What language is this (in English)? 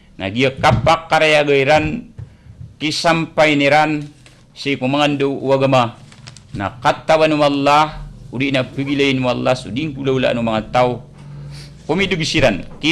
Maranao